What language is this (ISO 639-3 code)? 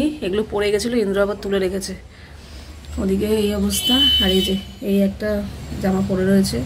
ben